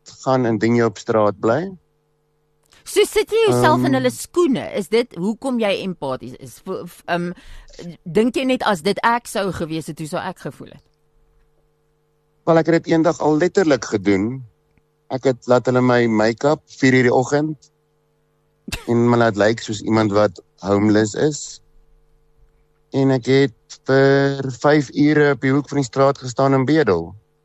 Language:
Afrikaans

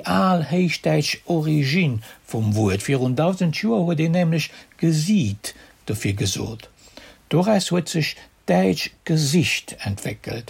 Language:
Luxembourgish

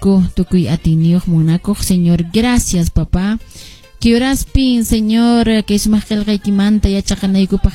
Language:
Quechua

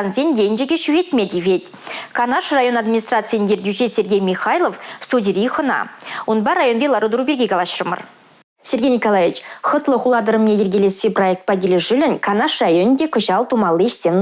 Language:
Chuvash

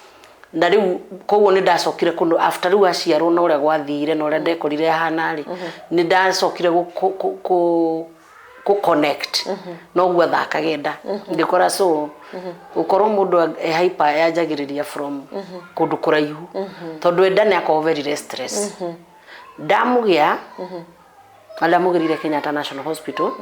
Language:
Kikuyu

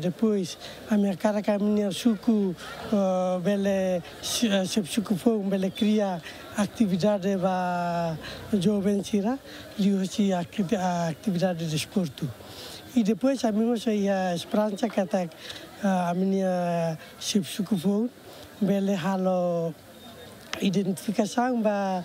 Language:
Tetum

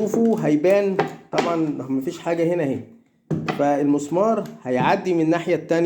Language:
Egyptian Arabic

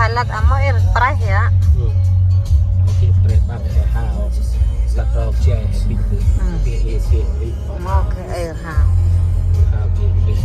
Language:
Central Mnong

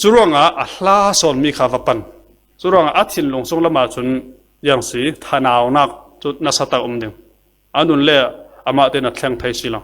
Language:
Falam Chin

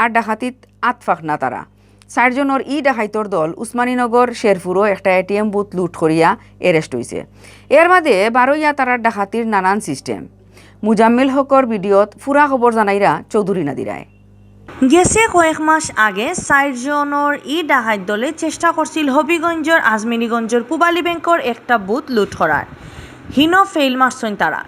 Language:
Sylheti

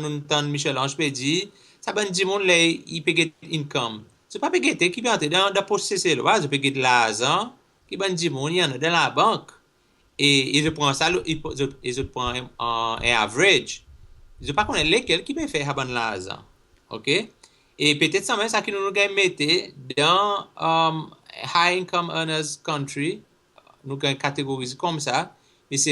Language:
Seselwa Creole French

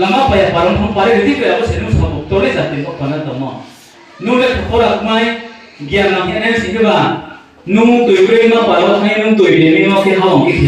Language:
Riang (India)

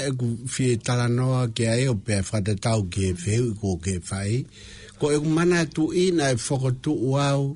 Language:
Tongan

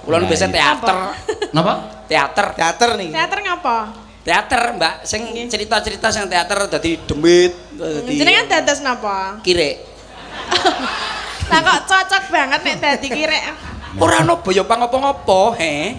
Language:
Javanese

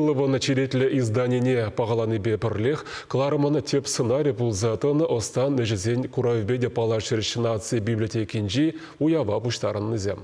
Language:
Chuvash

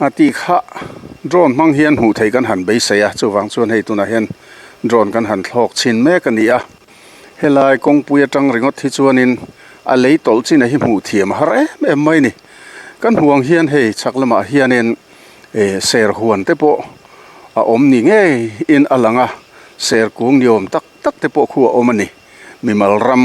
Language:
Mizo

